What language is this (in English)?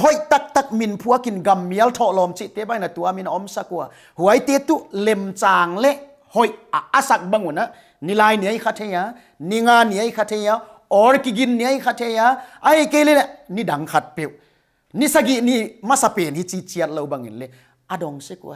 Paite Chin